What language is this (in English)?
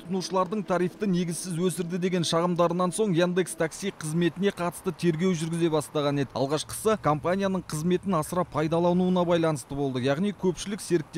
Kazakh